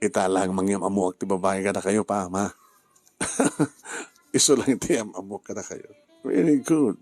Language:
Iloko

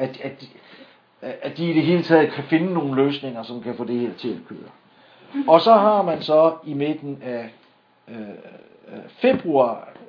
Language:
Danish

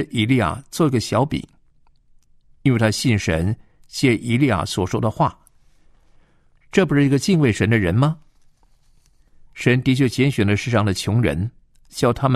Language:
Chinese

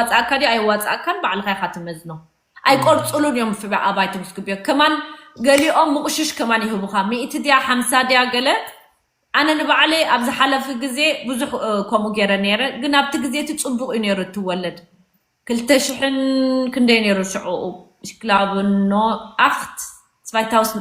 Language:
Tigrinya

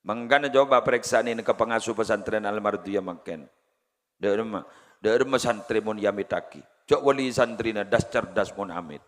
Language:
Madurese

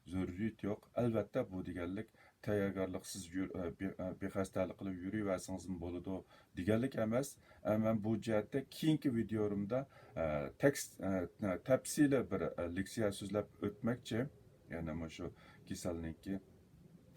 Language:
Uyghur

